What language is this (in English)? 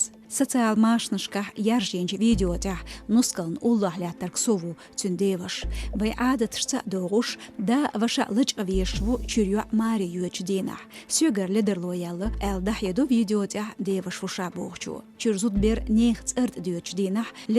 Chechen